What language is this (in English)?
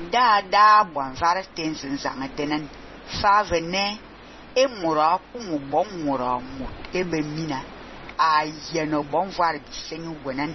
Fang